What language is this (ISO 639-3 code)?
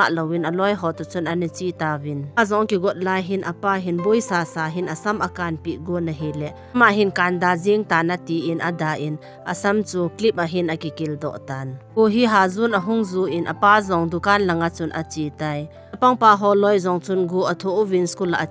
tcz